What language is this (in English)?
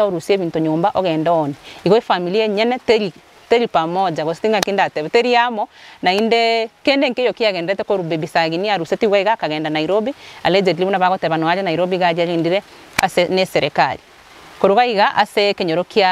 Gusii